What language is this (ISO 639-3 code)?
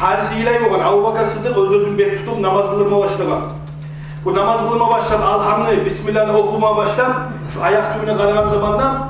kum